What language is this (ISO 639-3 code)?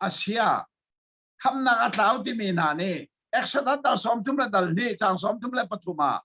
cnh